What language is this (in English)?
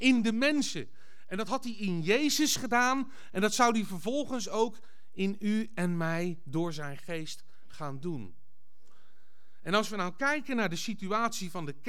Dutch